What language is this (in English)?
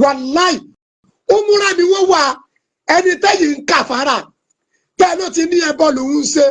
Yoruba